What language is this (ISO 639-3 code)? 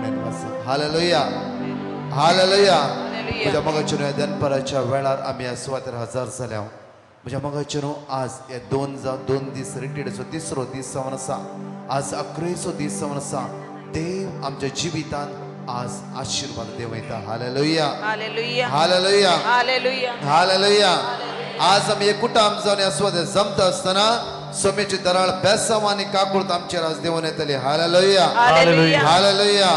kok